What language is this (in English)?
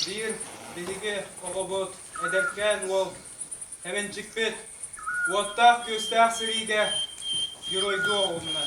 Yakut